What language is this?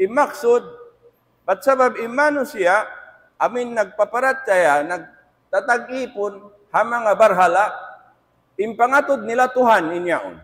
Tausug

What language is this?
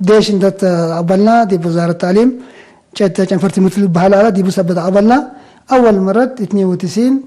Tigre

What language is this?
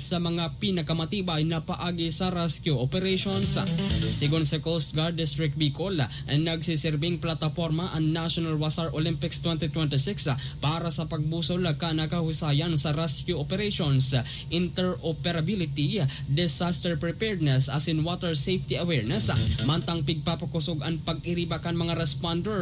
Bikol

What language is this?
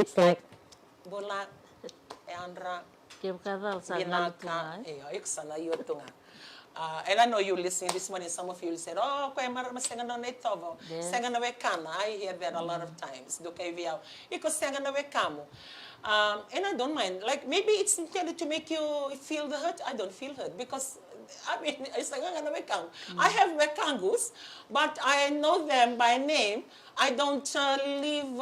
Fijian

